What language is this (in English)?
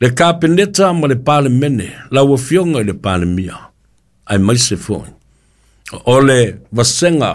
Samoan